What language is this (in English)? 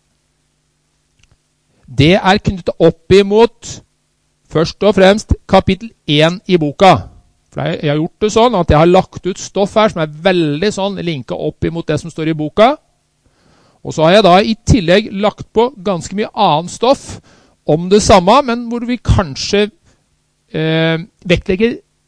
Norwegian